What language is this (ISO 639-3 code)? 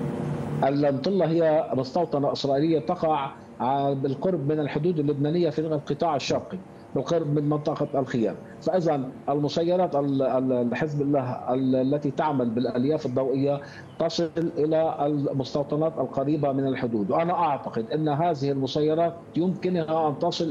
ara